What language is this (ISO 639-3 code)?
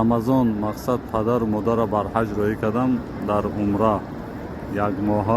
tgk